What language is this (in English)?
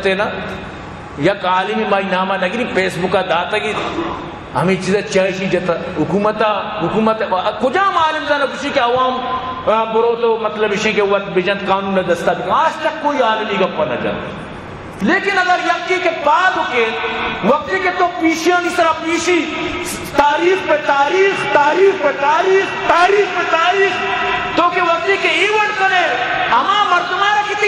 Baluchi